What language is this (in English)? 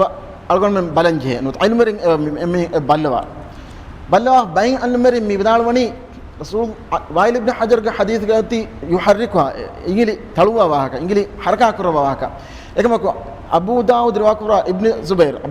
Divehi